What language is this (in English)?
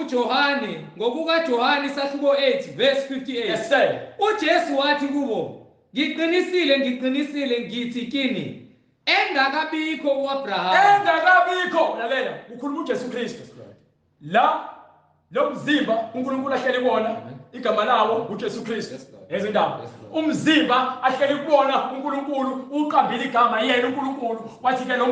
Zulu